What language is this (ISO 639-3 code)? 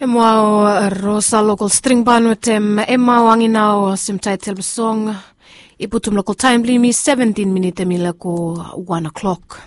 bis